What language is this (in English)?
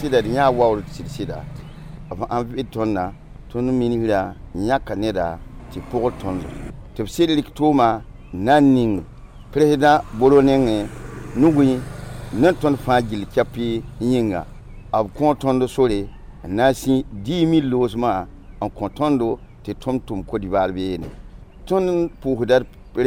Mossi